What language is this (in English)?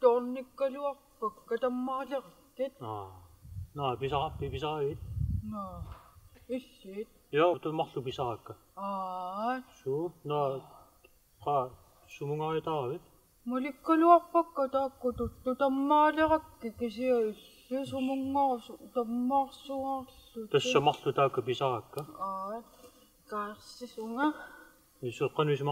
Kalaallisut